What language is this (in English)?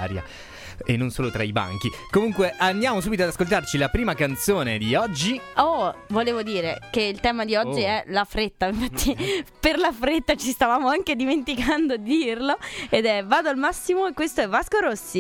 Italian